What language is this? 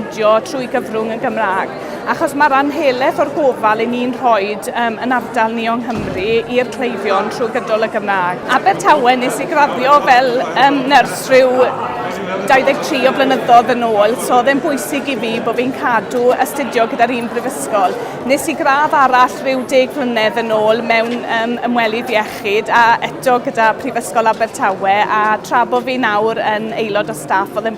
Welsh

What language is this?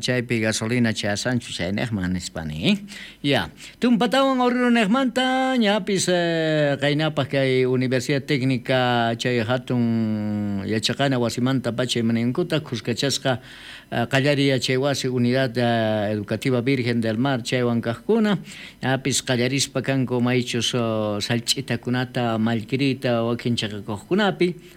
South Bolivian Quechua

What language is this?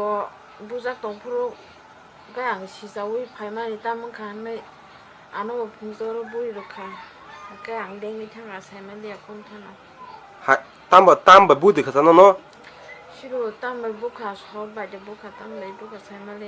Kok Borok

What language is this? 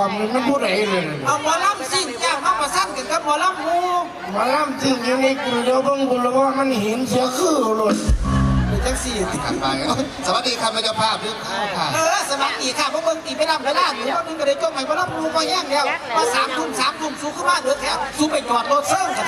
Northeastern Thai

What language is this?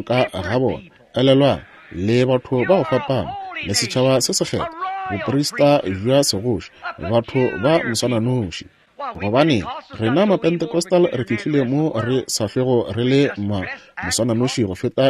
Northern Sotho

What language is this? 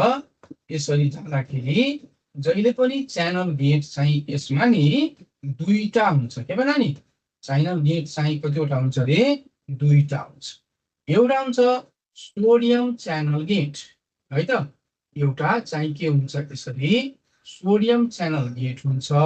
Nepali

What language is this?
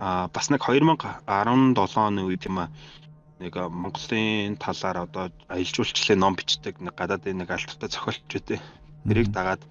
Mongolian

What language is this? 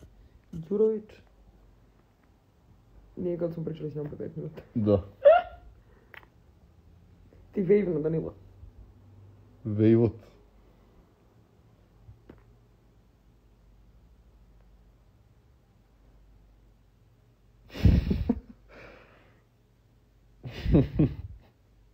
Serbian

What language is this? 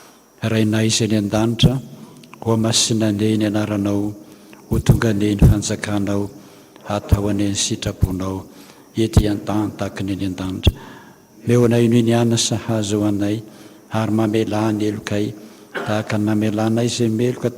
Malagasy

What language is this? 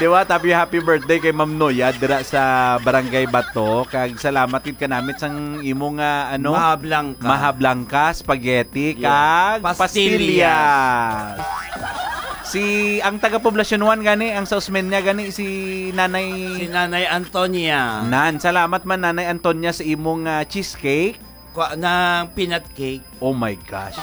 Hiligaynon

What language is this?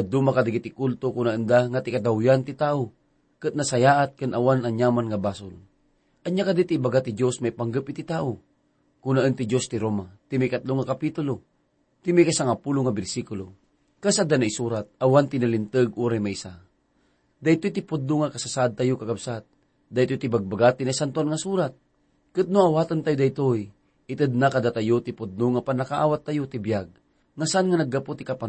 Iloko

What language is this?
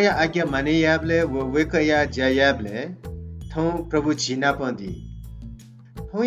Newari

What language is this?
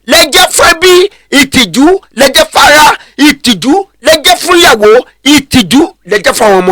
Yoruba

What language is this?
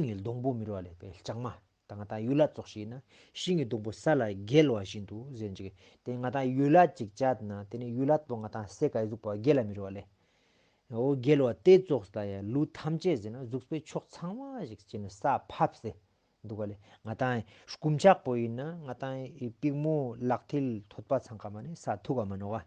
Ladakhi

